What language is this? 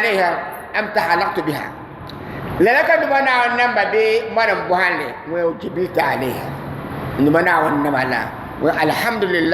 Dagbani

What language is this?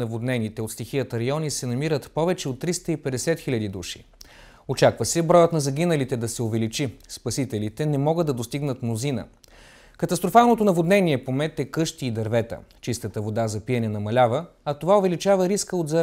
Bulgarian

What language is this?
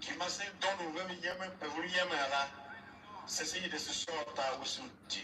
Tiv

